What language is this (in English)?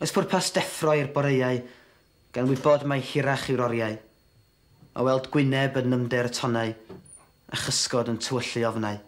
Welsh